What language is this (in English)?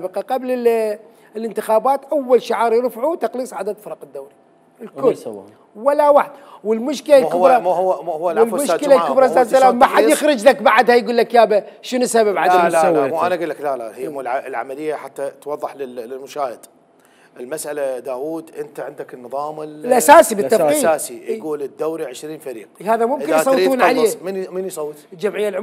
Mesopotamian Arabic